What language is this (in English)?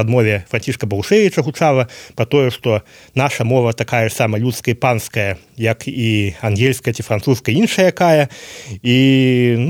Belarusian